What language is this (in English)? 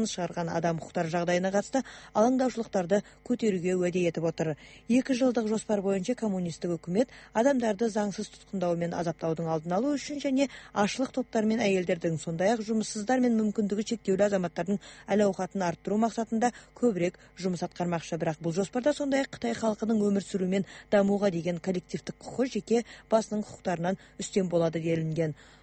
Kazakh